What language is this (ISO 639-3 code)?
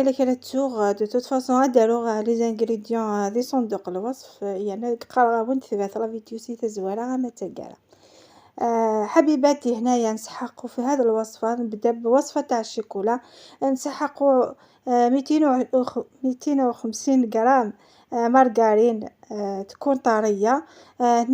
arq